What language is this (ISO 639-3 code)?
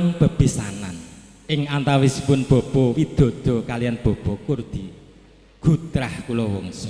jav